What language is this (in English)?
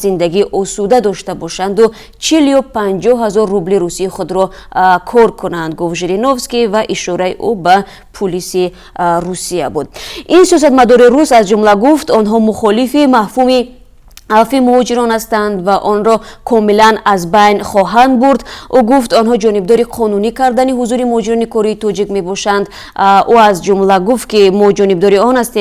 Tajik